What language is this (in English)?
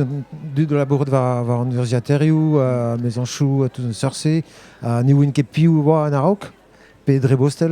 Breton